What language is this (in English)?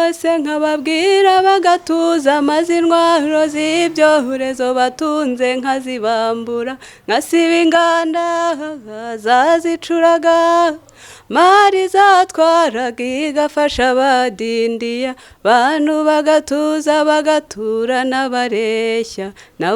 Kinyarwanda